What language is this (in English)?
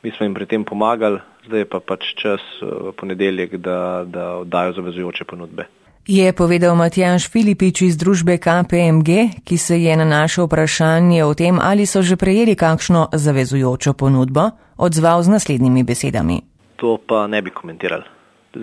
Slovenian